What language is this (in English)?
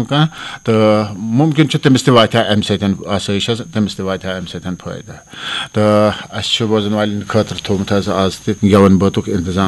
Kashmiri